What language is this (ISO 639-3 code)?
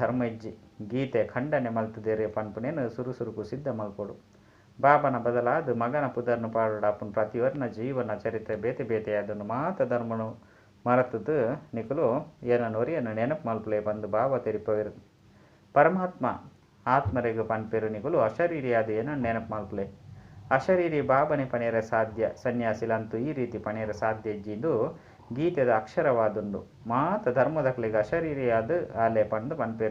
tcy